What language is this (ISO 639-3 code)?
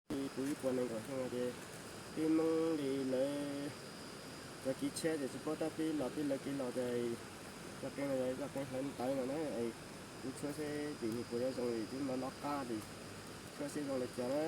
hmn